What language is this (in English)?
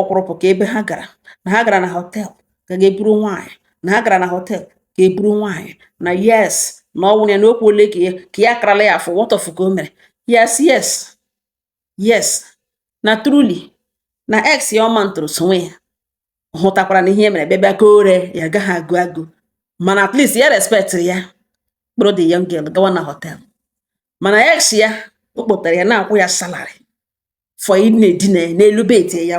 Igbo